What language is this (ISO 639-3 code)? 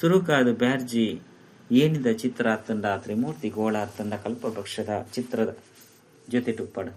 tcy